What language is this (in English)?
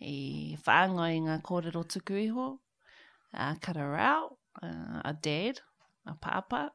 Māori